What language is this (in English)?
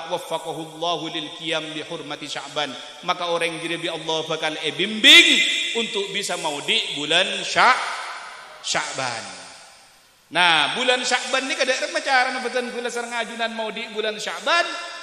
Madurese